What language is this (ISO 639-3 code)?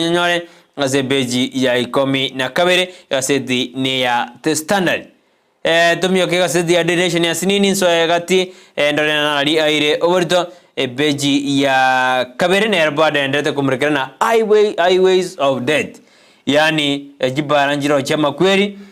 guz